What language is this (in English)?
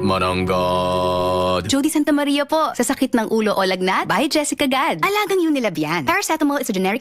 Bikol